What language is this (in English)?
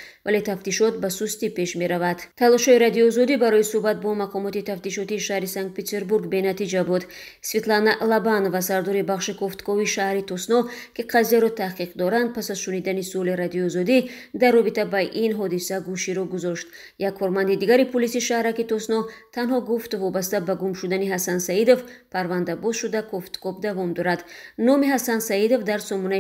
Tajik